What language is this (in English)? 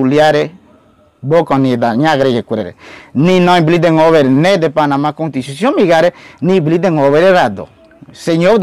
Ngäbere